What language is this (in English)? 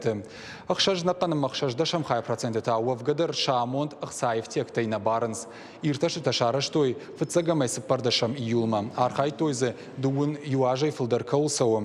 Ossetic